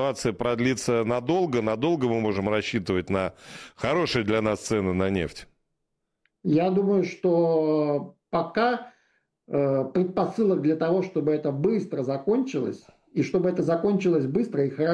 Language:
Russian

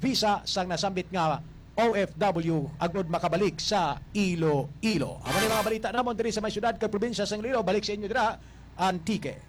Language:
Hiligaynon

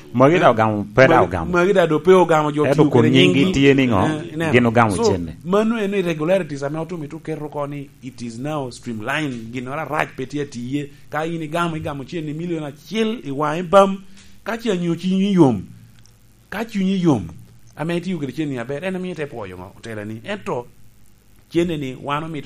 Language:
Lango (Uganda)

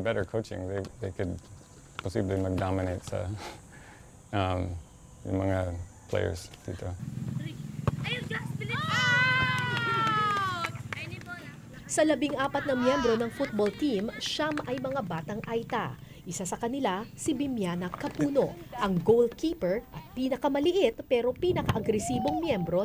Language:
Filipino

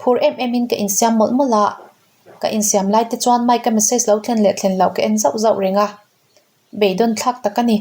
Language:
Mizo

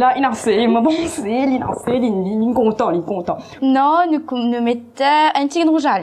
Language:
Morisyen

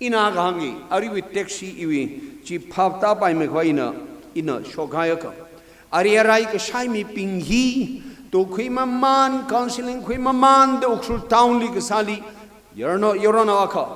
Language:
Tangkhul Naga (India)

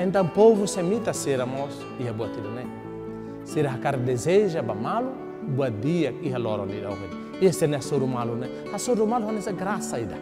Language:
Tetum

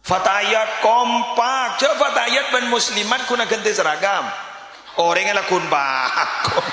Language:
Madurese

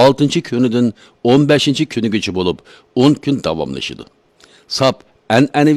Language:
Uyghur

